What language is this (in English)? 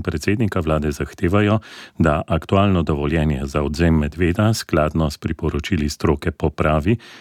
Slovenian